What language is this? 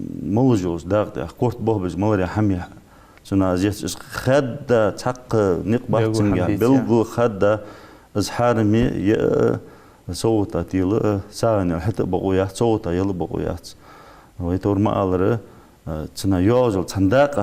Ingush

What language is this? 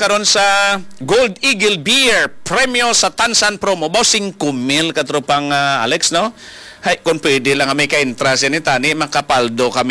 Hiligaynon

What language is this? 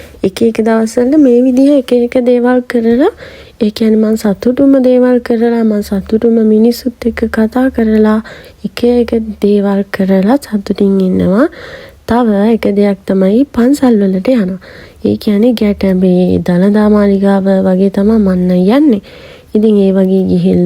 Sinhala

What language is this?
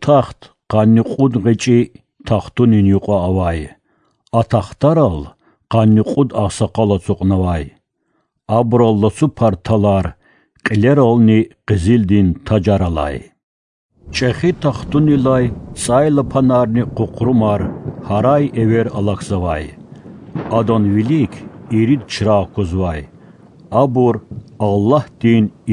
Lezghian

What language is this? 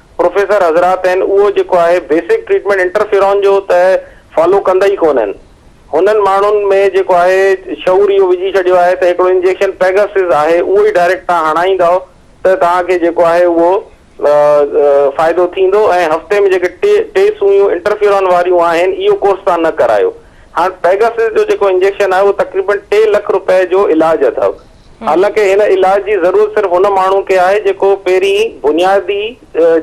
Sindhi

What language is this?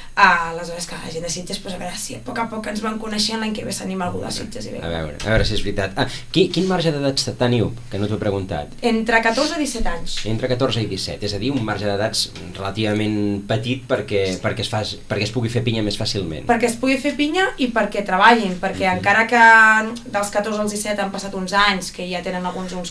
Catalan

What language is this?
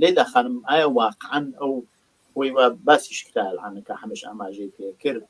Central Kurdish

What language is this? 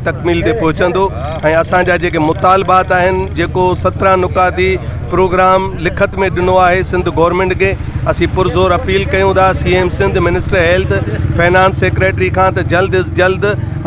Sindhi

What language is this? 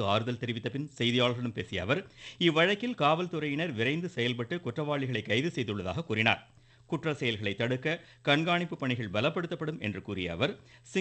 Tamil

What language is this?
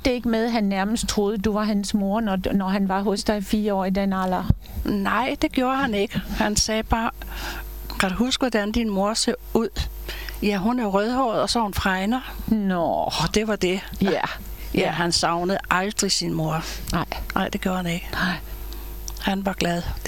Danish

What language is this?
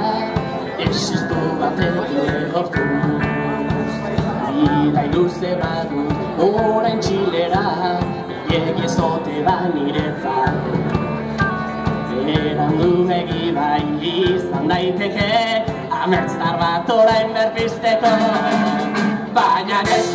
Basque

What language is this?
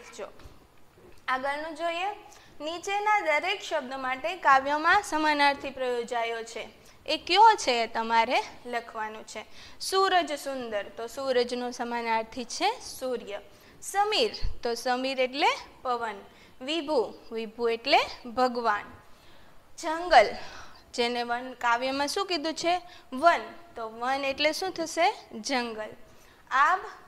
Gujarati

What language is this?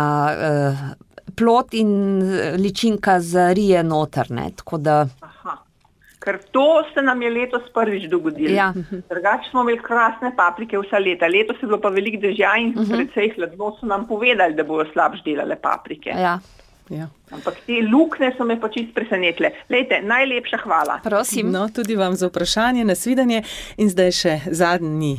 Slovenian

